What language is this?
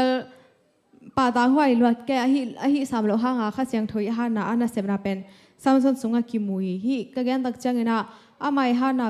Tedim Chin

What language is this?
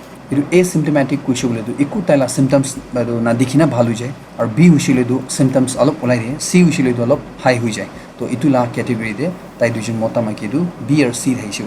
Naga Pidgin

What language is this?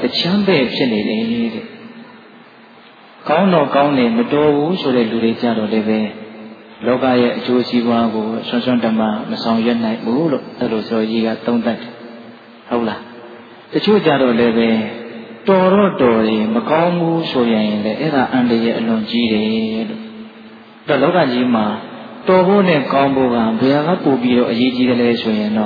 Burmese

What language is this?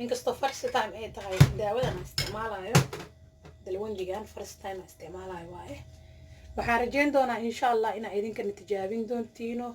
Somali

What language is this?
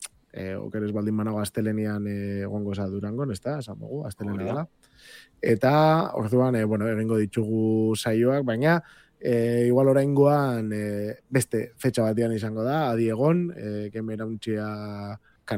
Basque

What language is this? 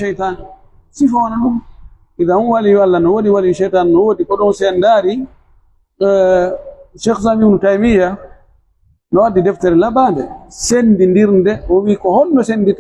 Pular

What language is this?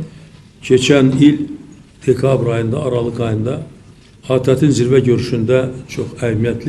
Azerbaijani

